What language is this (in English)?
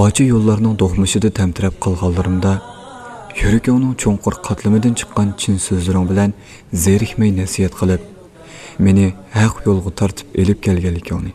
Uyghur